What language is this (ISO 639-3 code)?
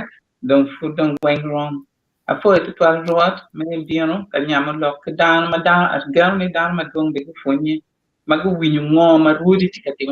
ach